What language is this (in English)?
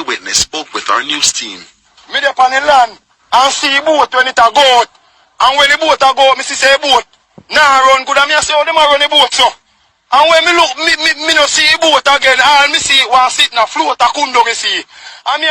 Jamaican Creole English